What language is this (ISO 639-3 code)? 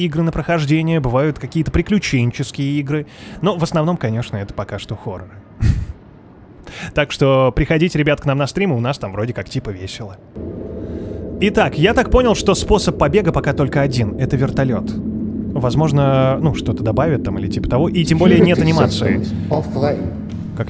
rus